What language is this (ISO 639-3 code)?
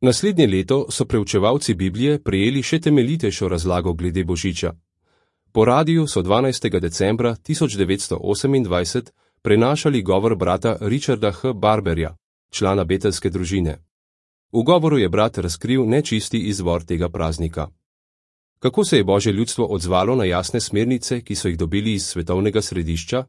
slv